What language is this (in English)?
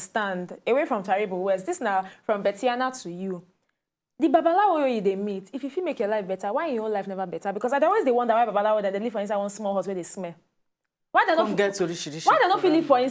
Nigerian Pidgin